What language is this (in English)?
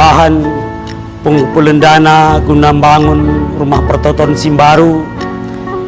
Batak Karo